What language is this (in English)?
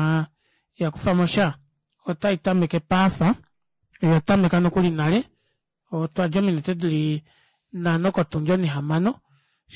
Kuanyama